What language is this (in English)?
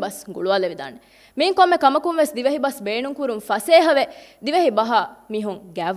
Divehi